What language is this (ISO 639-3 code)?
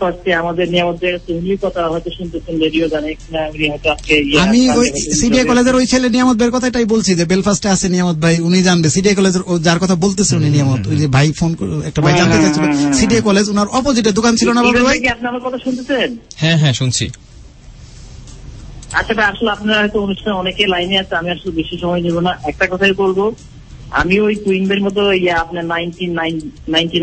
ben